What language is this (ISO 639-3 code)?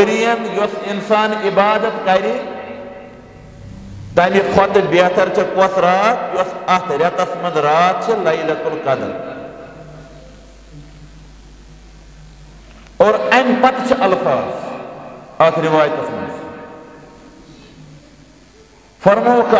kas